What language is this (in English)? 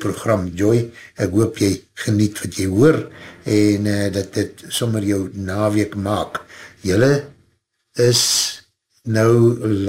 Afrikaans